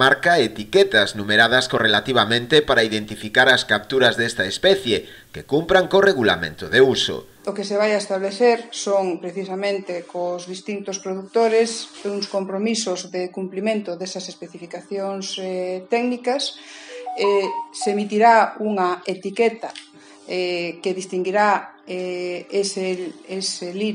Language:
Galician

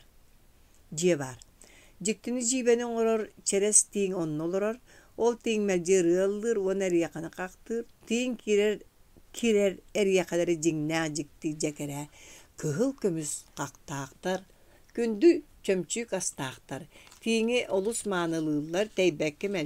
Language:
Yakut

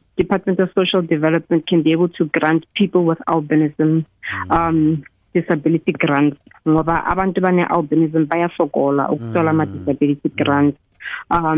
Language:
South Ndebele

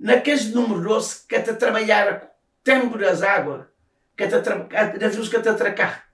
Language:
Kabuverdianu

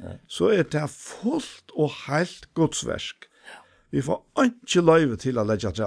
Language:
Faroese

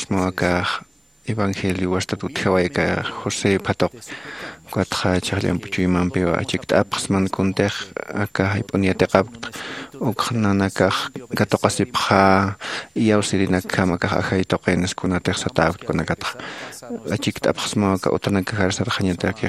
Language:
Aymara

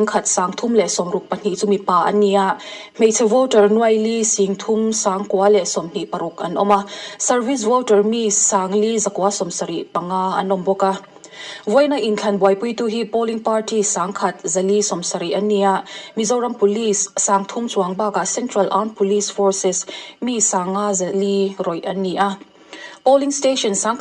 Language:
Mizo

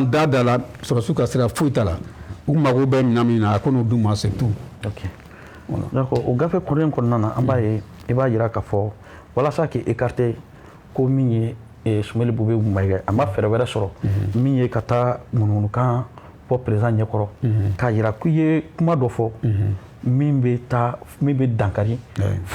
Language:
Bambara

